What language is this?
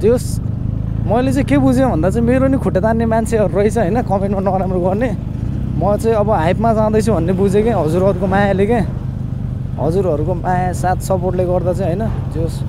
Nepali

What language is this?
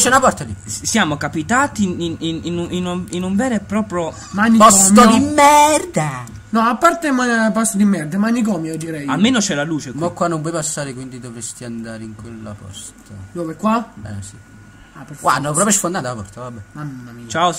Italian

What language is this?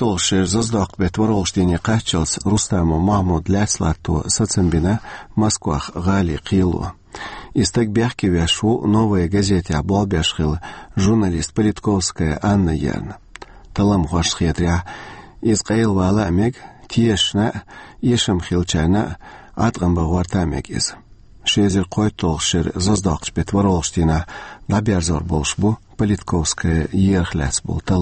Chechen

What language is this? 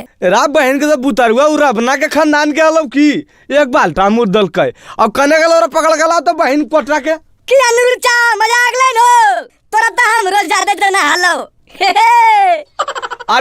Magahi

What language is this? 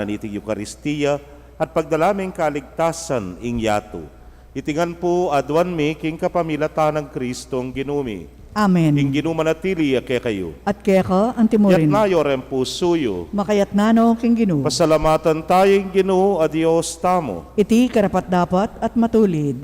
Pampanga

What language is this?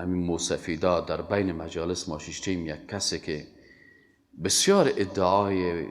Persian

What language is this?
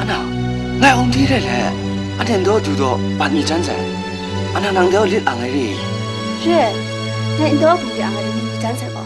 Kachin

